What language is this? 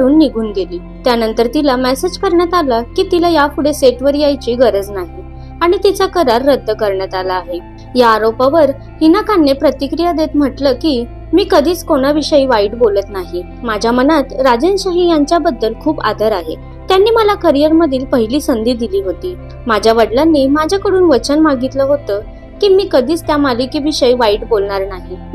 Marathi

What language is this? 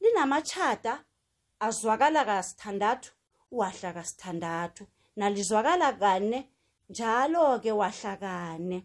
South Ndebele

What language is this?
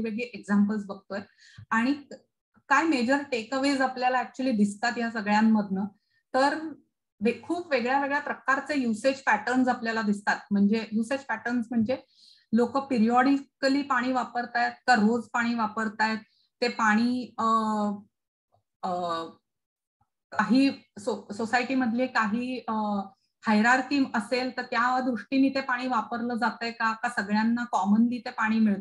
Marathi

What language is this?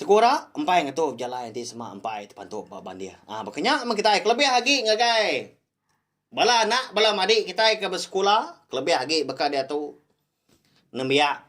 Iban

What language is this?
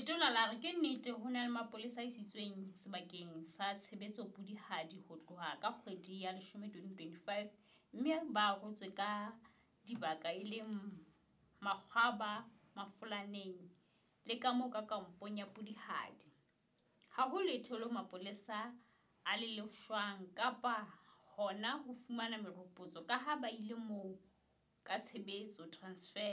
Southern Sotho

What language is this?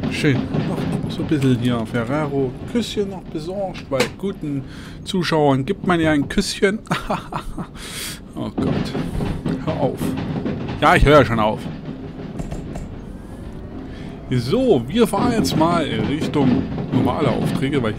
German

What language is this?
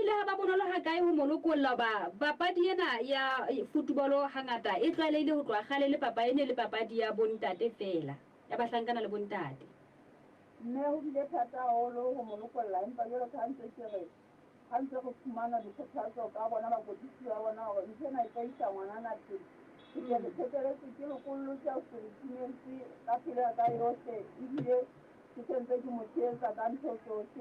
Southern Sotho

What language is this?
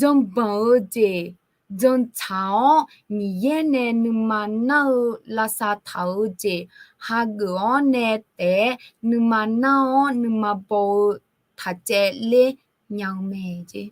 Akha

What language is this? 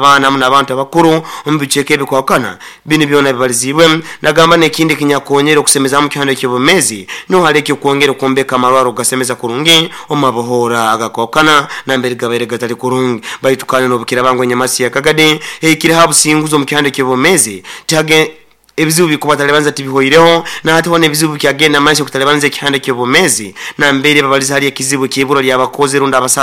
Nyoro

